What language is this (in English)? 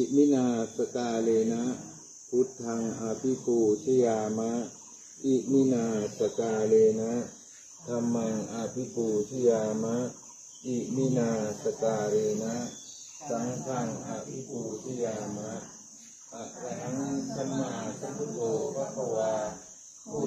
Pali